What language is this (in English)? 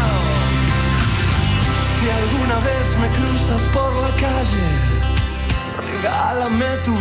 Spanish